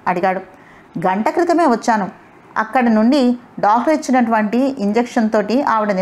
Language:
Telugu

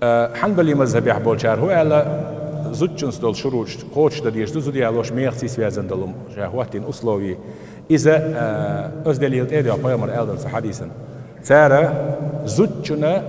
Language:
Chechen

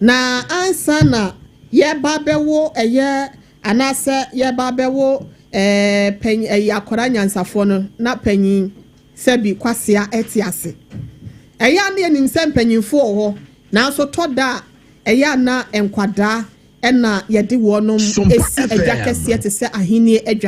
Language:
Akan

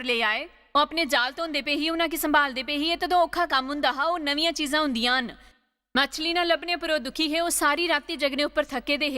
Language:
Dogri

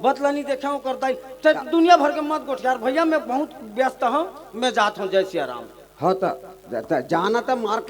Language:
Chhattisgarhi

